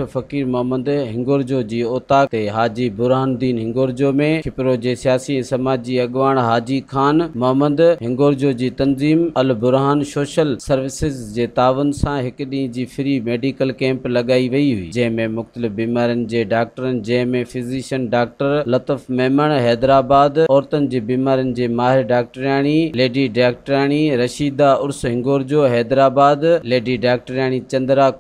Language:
Sindhi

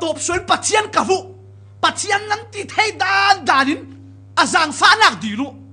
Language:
Falam Chin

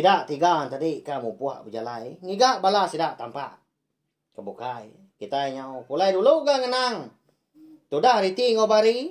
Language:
Iban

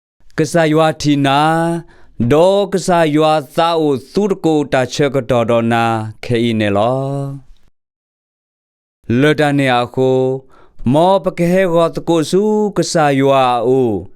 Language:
S'gaw Karen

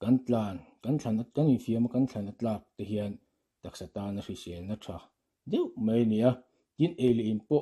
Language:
Mizo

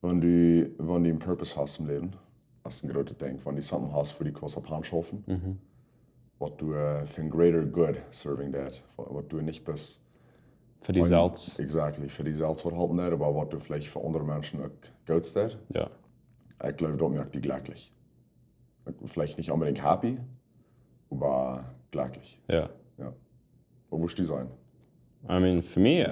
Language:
Plautdietsch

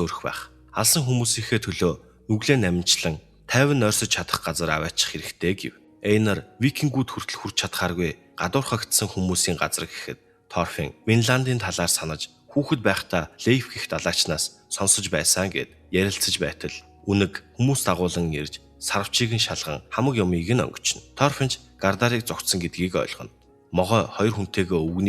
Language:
Mongolian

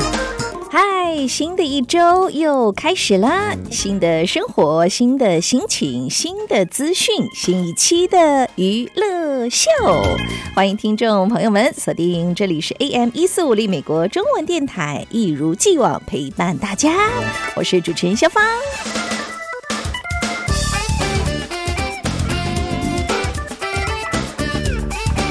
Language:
Chinese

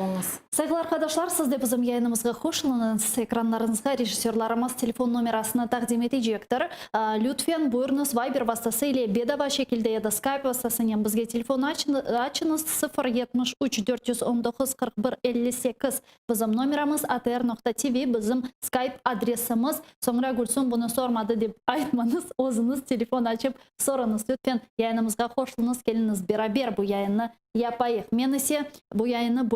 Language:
Crimean Tatar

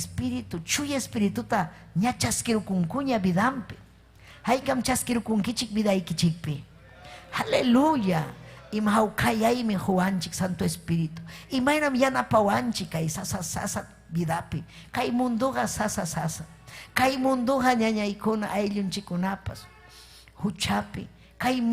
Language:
Ayacucho Quechua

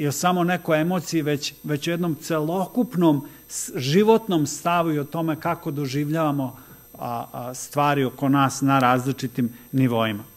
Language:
Serbian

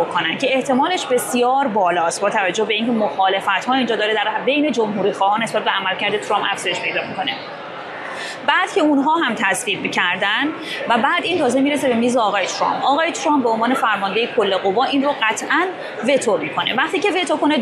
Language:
Persian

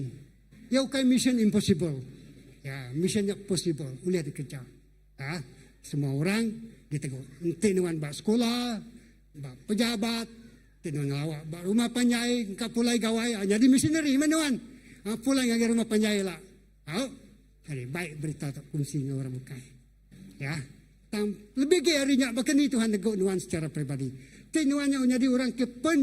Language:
Iban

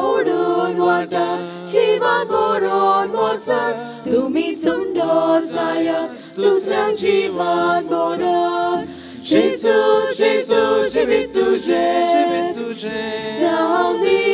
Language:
Konkani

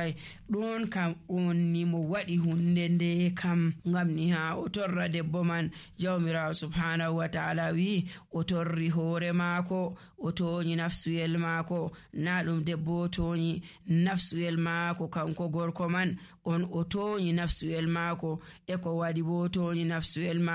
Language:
Nigerian Fulfulde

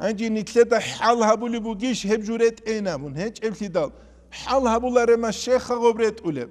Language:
Avaric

